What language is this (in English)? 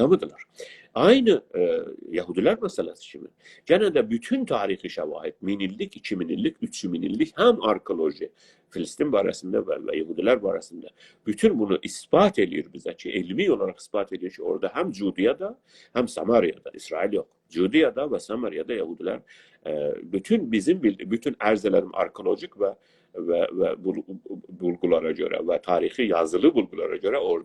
South Azerbaijani